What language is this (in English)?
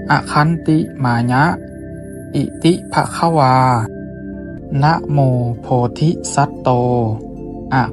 Pali